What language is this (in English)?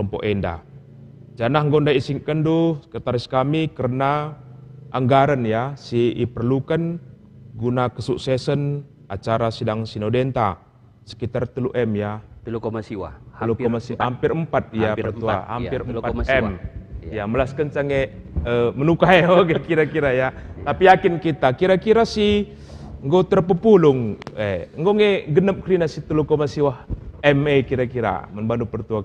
Batak Karo